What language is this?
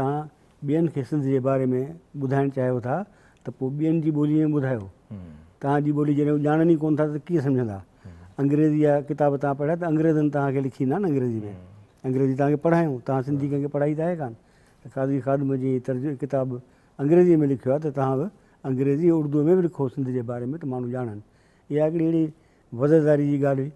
Sindhi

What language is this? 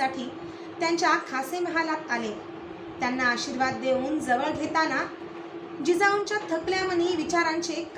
Marathi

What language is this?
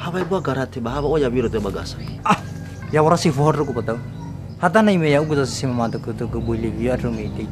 Nias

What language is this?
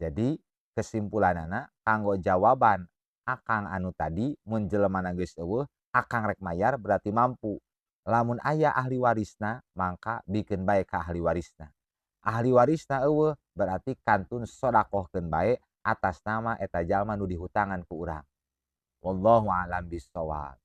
Sundanese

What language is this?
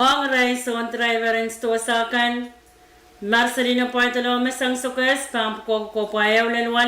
Pohnpeian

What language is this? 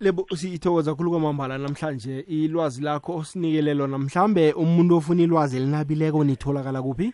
South Ndebele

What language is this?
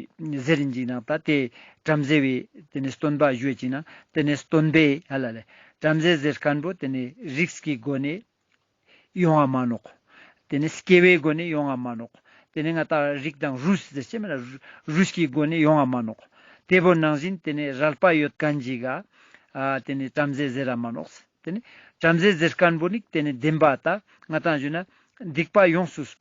Ladakhi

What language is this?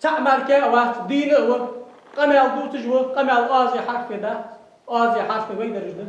Ingush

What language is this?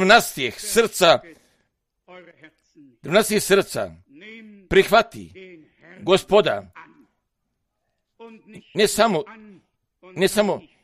Croatian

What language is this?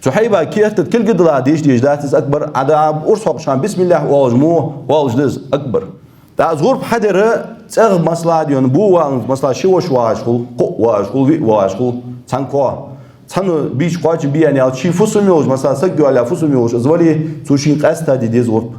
Ingush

